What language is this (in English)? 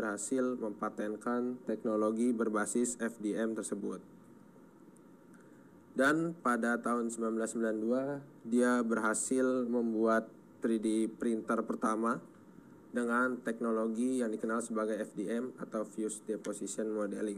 Indonesian